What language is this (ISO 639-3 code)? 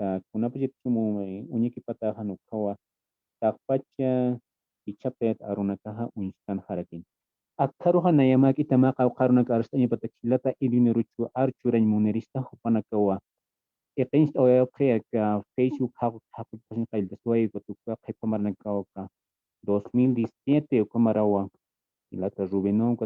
aym